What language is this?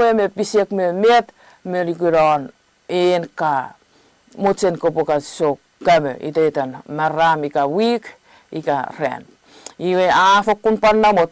Chuukese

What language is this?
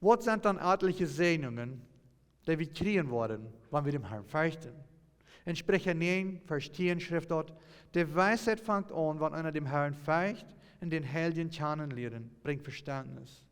Plautdietsch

